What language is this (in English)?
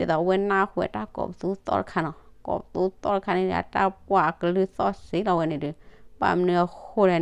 S'gaw Karen